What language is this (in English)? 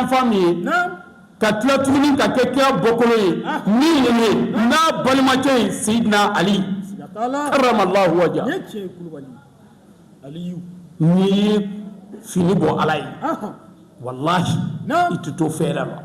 Bambara